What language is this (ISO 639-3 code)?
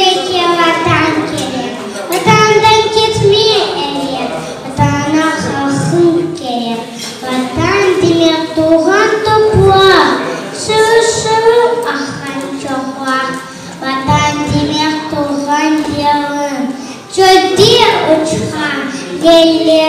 crh